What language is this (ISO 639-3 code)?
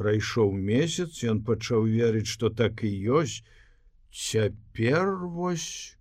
bel